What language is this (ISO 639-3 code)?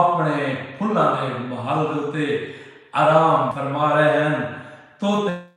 skr